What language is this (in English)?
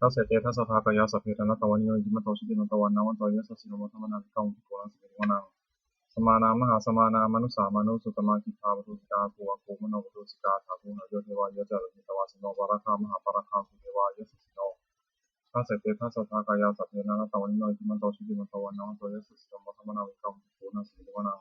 Pali